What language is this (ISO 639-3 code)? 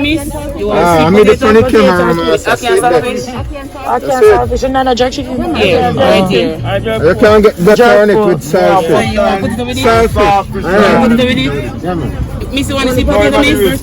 jam